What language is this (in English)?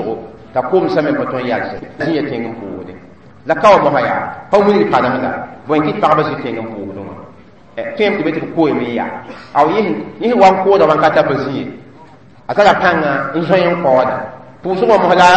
Mossi